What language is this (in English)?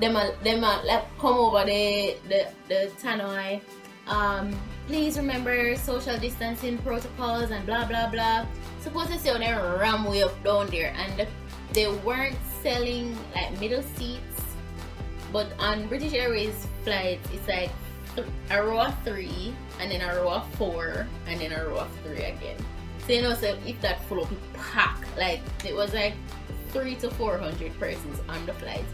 Jamaican Creole English